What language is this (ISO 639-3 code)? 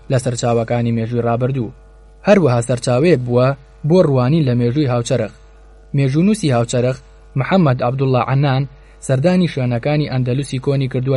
ckb